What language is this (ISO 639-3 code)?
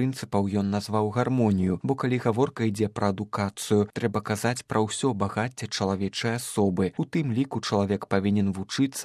bel